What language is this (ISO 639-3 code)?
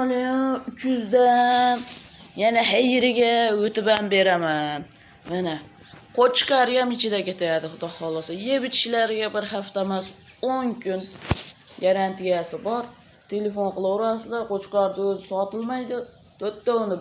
uzb